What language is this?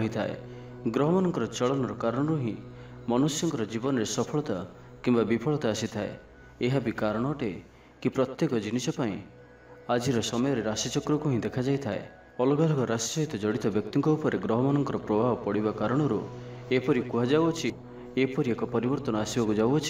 Odia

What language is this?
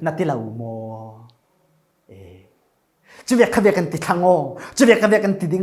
Falam Chin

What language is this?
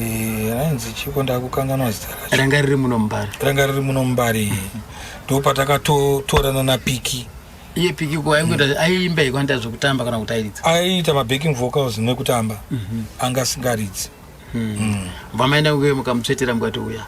Shona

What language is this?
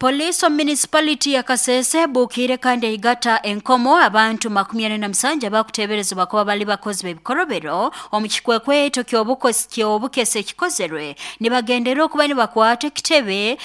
Nyankole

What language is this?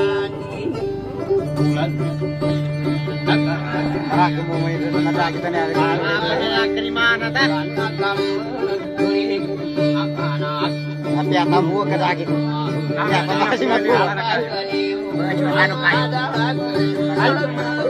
Malay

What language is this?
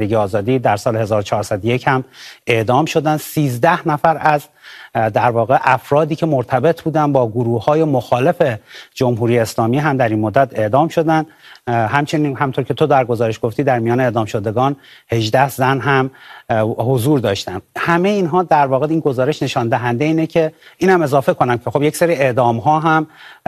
Persian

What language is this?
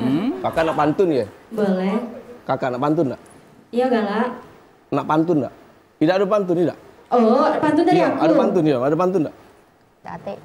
Musi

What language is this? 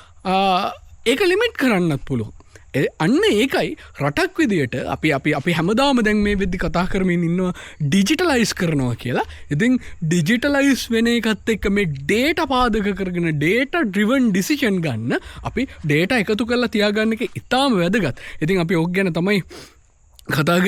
Sinhala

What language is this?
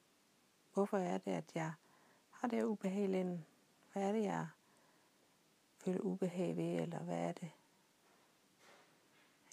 Danish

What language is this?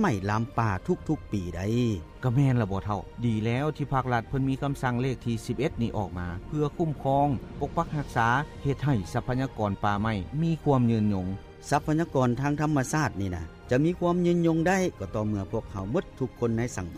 Lao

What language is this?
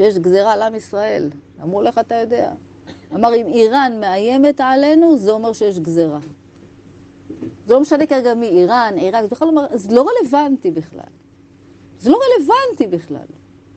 Hebrew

